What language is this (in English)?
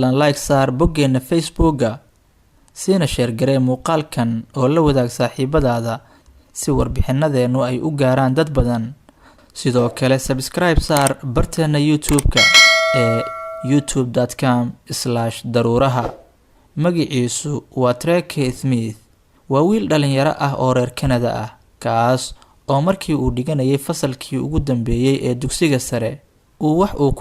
Somali